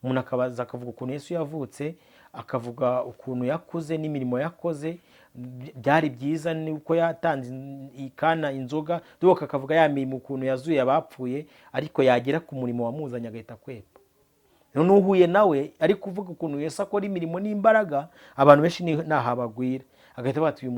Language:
Kinyarwanda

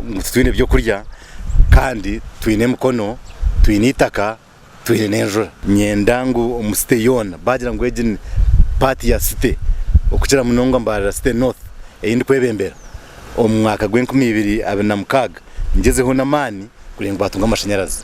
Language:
Nyankole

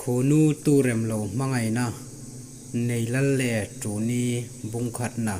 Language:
Hmar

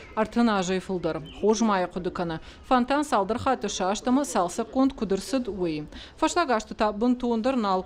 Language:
Ossetic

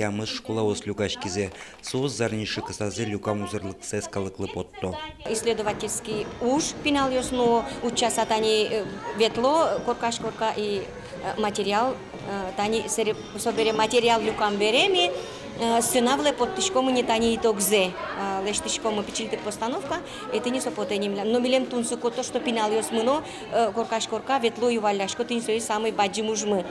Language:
Udmurt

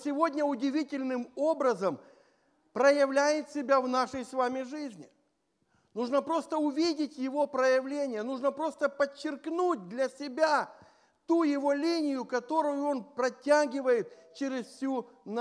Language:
Russian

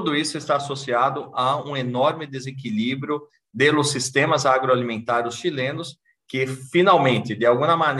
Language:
Portuguese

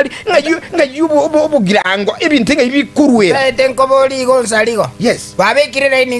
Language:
Gusii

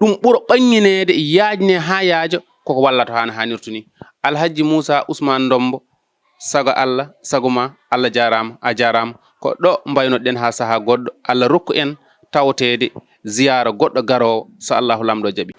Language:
Fula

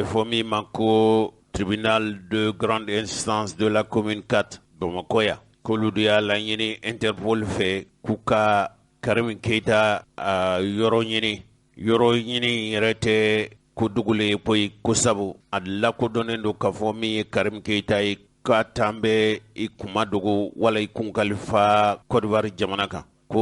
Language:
Bambara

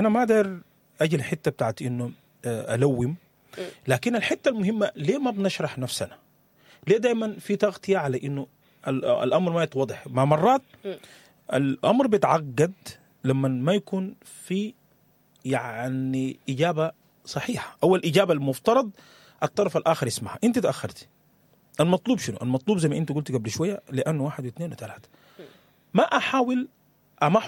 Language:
Sudanese Arabic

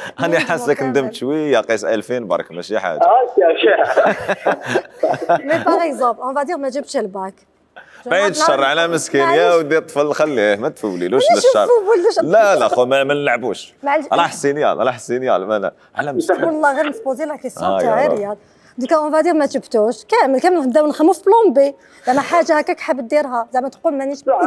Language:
Algerian Arabic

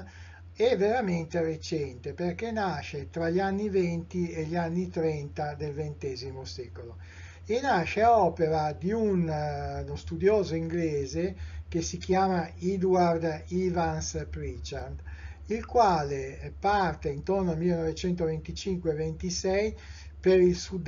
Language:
Italian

